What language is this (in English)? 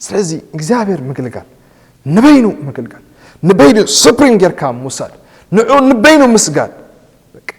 Tigrinya